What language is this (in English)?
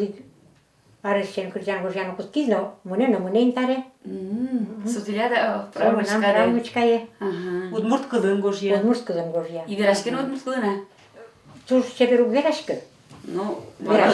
Udmurt